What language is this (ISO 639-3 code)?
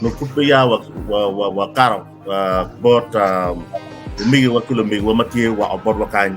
ach